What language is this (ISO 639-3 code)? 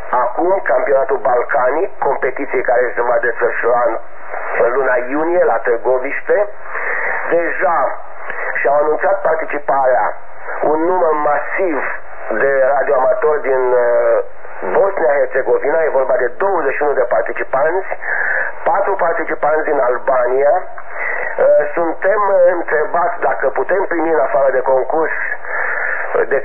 ron